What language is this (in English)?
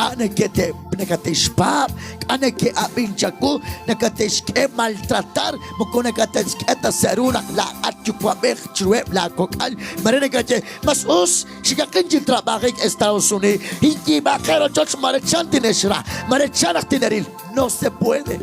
Kekchí